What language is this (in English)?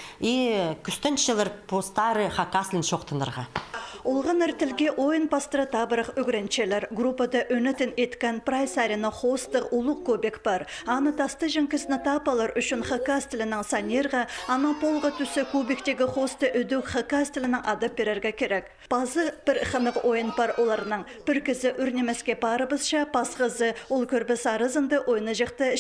Khakas